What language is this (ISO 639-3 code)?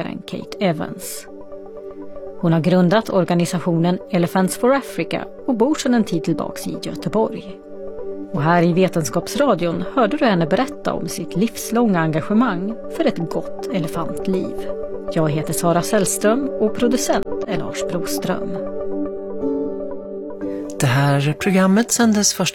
swe